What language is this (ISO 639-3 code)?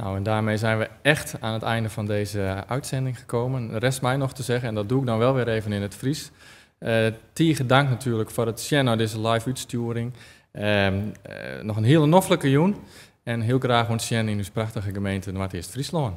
fry